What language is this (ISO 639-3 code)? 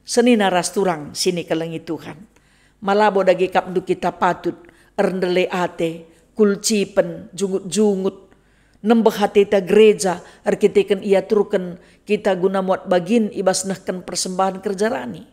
btx